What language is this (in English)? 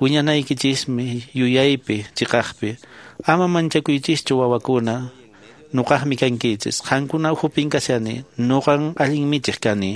Quechua